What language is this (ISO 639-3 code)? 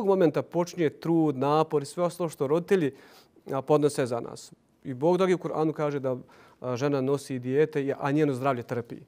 bos